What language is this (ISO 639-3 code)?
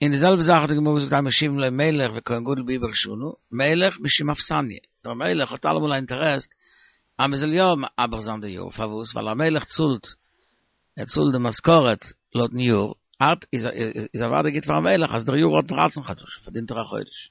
yid